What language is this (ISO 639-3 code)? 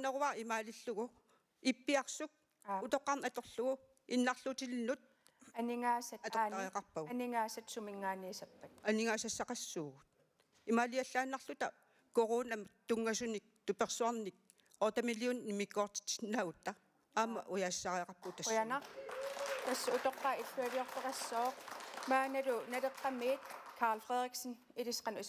kal